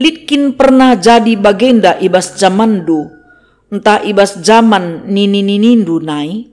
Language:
Batak Karo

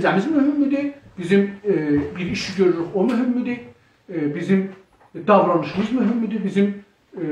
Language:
South Azerbaijani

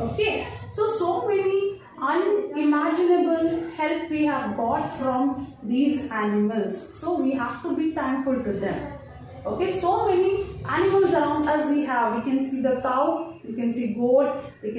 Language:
English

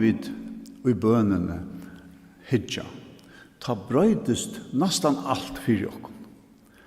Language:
Faroese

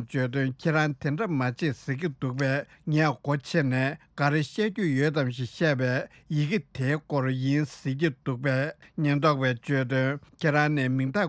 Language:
Tibetan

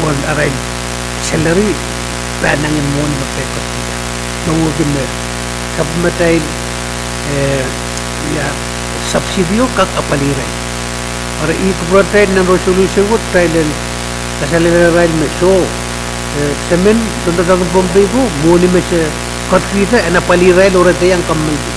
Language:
Pohnpeian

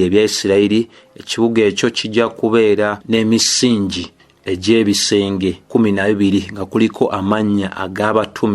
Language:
Ganda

